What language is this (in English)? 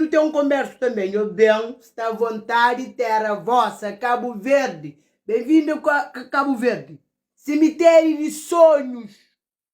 Kabuverdianu